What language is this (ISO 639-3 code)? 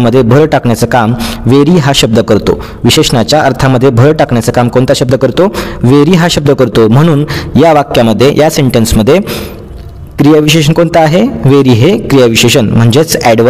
mar